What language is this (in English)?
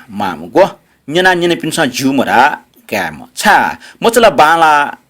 Newari